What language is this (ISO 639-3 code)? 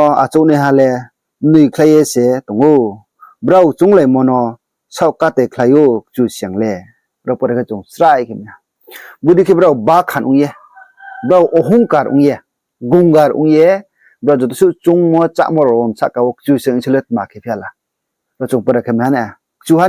ria